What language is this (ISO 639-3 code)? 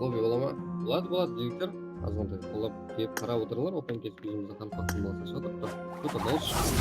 kaa